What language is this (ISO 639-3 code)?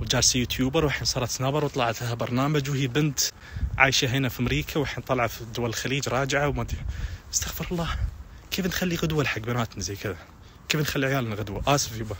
ars